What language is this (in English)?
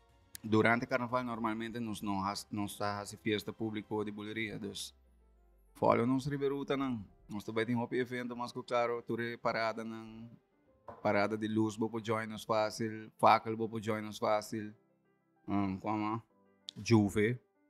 Papiamento